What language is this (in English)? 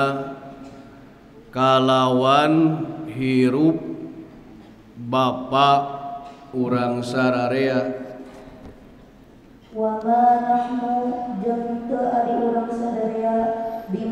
Sundanese